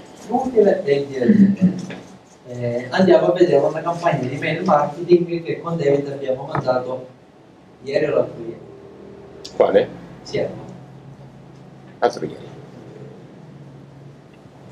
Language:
Italian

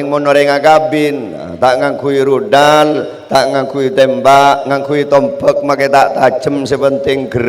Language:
Madurese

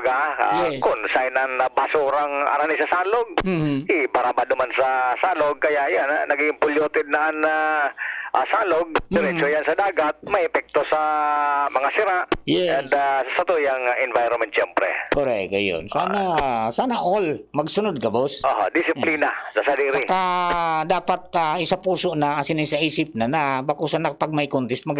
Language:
Bikol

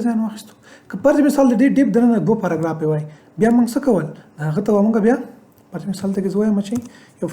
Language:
Pashto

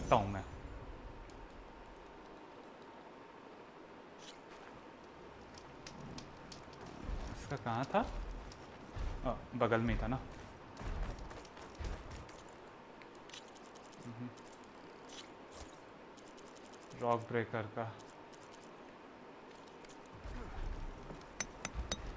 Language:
Hindi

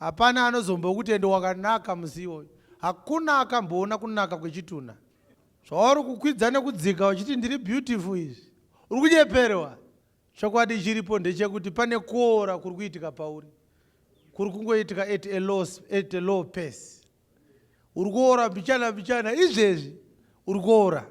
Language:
Shona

